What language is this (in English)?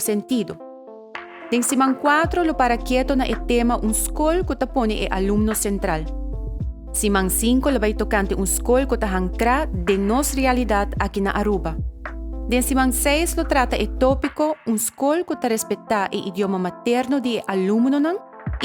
Papiamento